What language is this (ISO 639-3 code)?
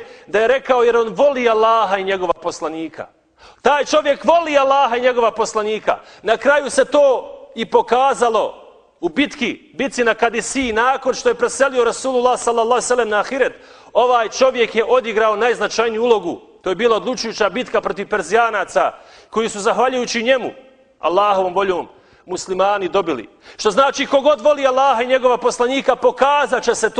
bos